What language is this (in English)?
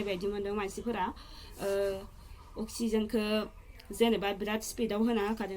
Bodo